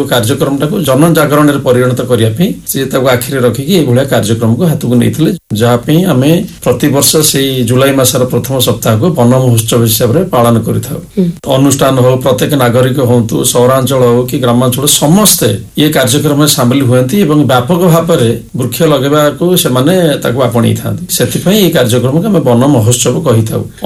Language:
Odia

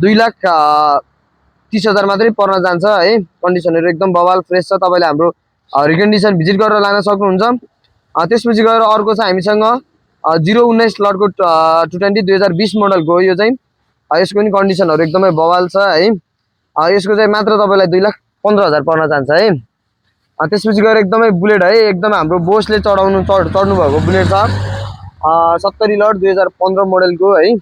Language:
Nepali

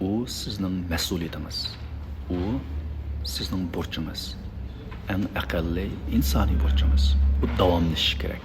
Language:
Uyghur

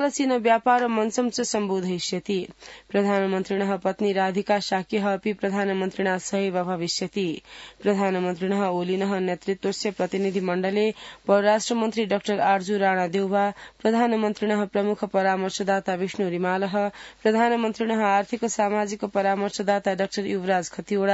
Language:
Sanskrit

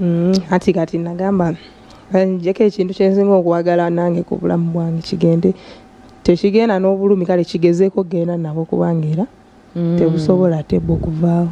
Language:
Ganda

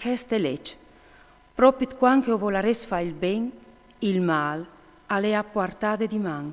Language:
Friulian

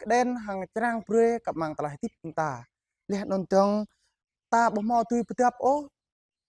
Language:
Jarai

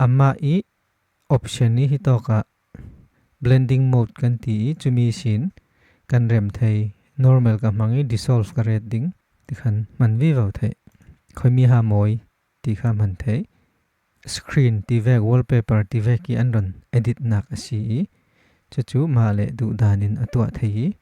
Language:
Falam Chin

